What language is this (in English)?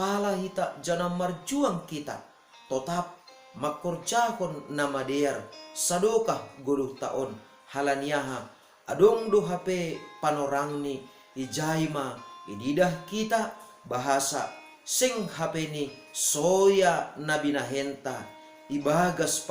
Batak Simalungun